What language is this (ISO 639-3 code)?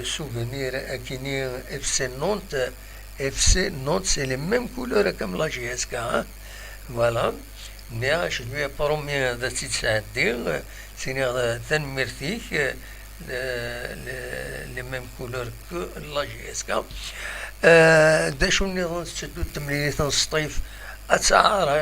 kab